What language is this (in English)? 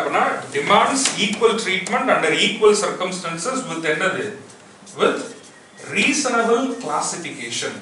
Tamil